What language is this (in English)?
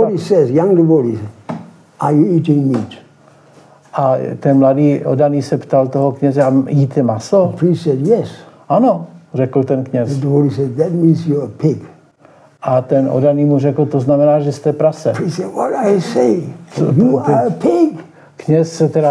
Czech